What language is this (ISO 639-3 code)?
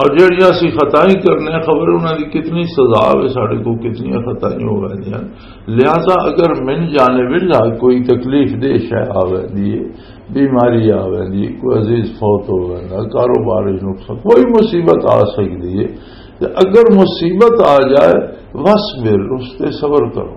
lah